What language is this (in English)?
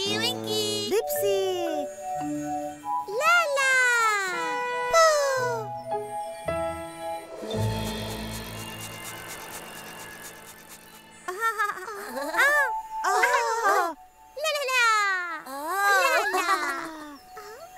Arabic